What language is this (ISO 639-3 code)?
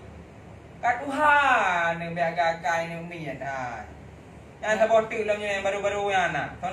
ace